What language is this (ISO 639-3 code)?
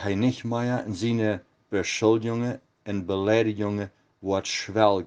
pdt